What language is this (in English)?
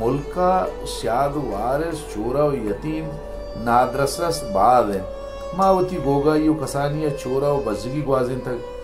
Baluchi